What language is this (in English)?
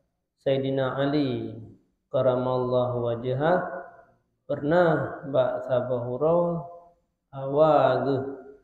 Achinese